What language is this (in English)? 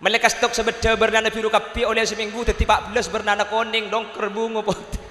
Madurese